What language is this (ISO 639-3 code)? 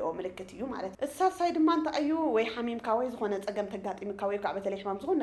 tir